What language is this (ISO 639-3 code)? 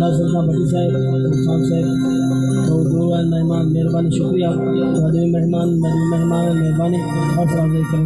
skr